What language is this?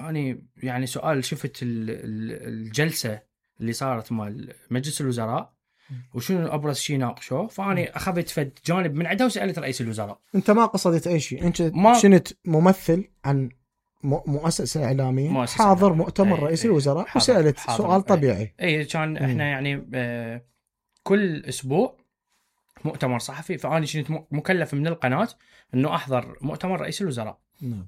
Mesopotamian Arabic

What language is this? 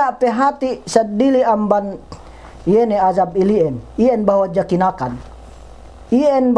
Yakan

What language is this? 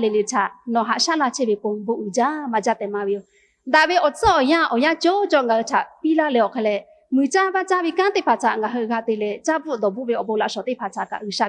Lahu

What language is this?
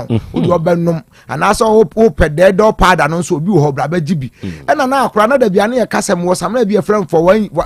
Akan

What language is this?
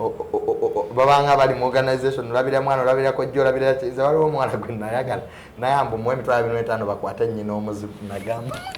Ganda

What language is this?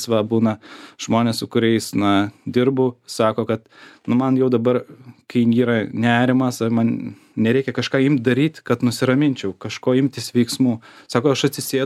Lithuanian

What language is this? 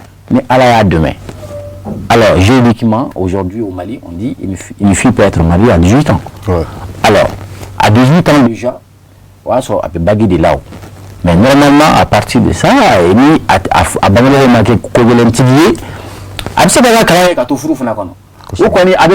Bambara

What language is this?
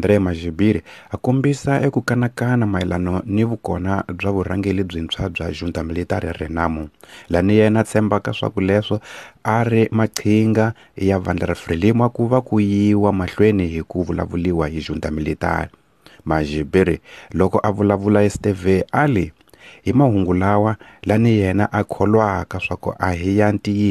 Tsonga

